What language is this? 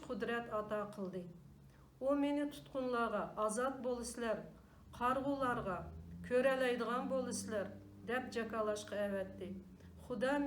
Uyghur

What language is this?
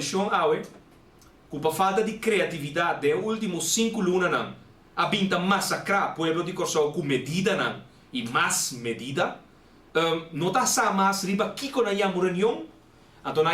Papiamento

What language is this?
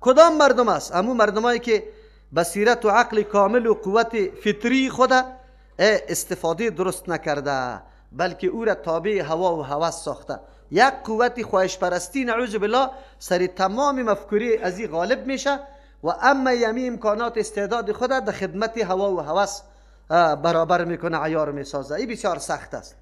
Persian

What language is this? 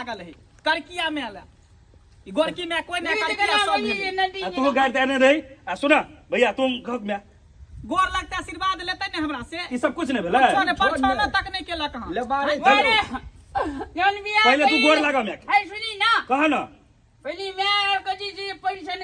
Maithili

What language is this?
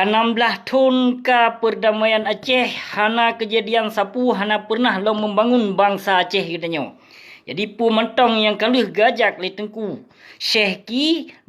Achinese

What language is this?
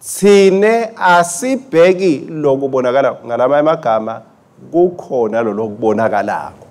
Swati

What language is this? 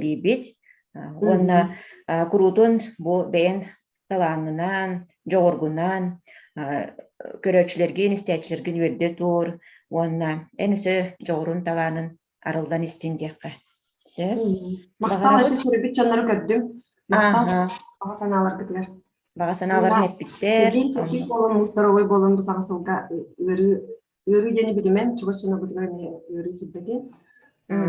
Yakut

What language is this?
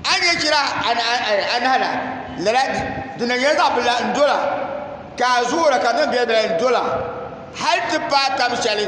Dagbani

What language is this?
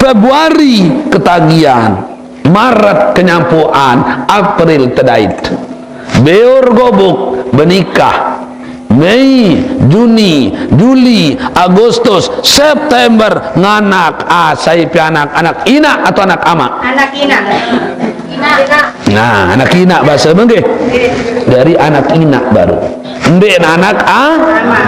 Sasak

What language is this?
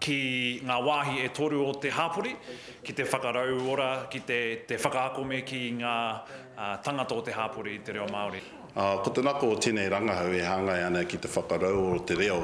Māori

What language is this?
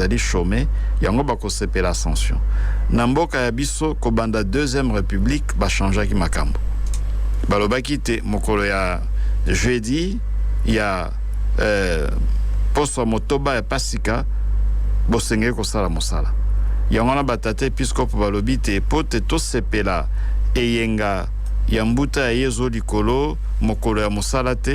Lingala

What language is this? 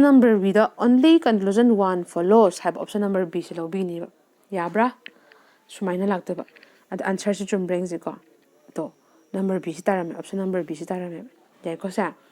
Manipuri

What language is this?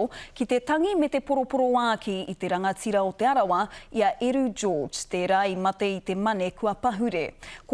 Māori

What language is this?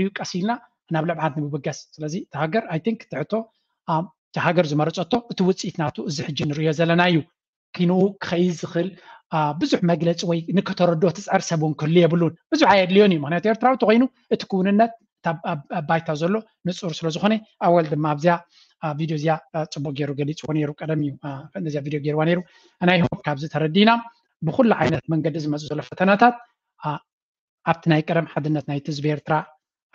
Tigrinya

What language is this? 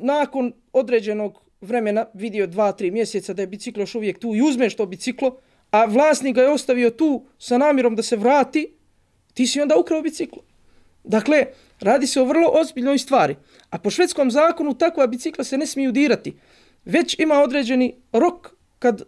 Bosnian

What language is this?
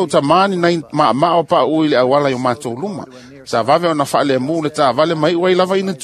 Samoan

